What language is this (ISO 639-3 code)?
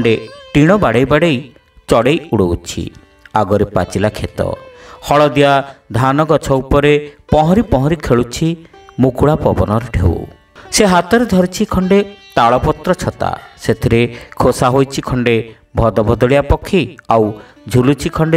ori